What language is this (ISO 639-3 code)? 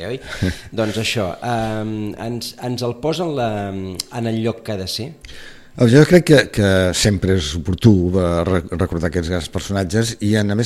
cat